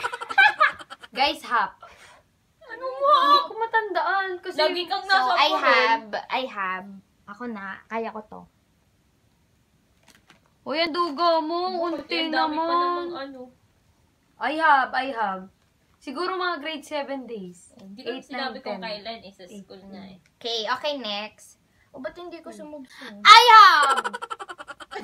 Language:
Filipino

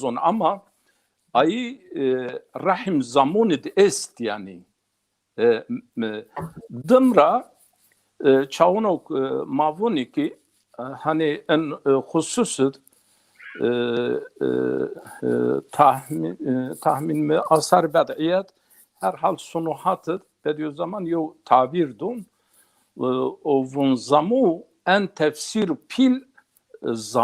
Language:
Zaza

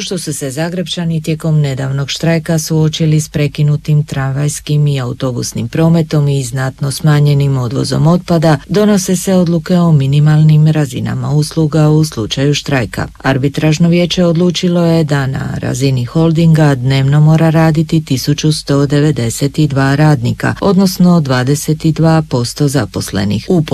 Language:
Croatian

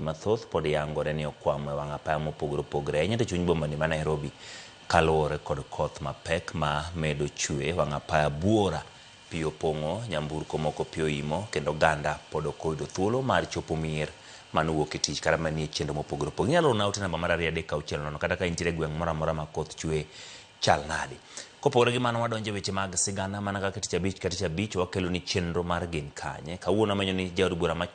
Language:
Luo (Kenya and Tanzania)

